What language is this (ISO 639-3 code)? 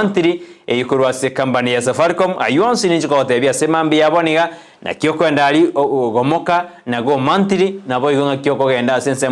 guz